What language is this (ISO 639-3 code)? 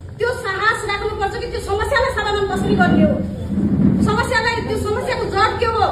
nep